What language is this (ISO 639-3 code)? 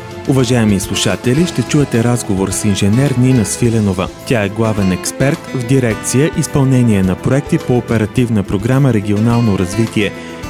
bul